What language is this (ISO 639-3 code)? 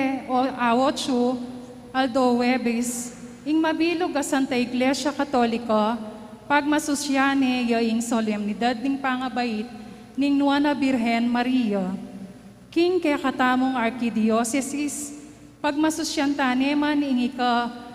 pam